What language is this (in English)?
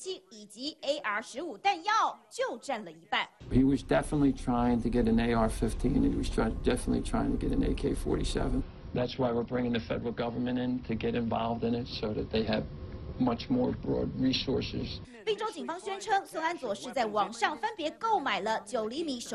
Chinese